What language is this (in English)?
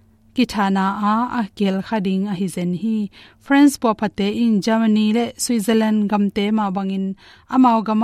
Tedim Chin